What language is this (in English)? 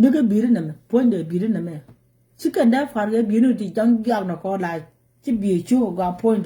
Nuer